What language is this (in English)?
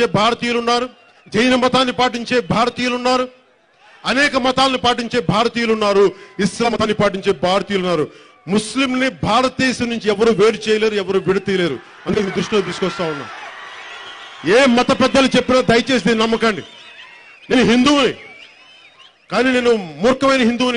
Telugu